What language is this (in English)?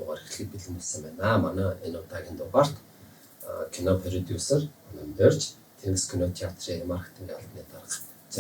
Mongolian